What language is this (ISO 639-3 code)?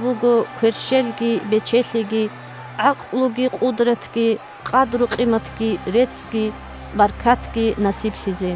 ava